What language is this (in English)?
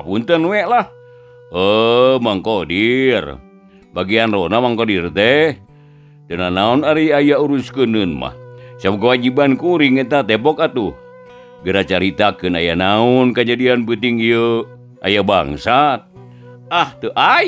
Sundanese